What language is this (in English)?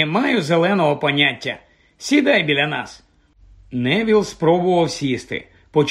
Ukrainian